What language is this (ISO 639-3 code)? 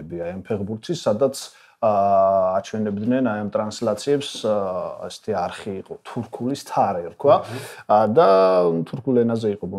kat